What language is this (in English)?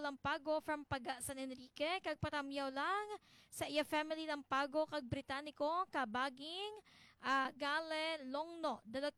Hiligaynon